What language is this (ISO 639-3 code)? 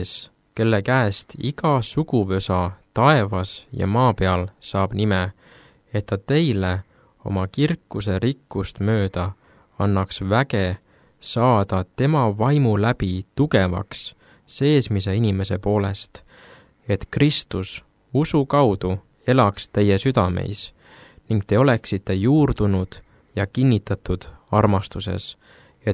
est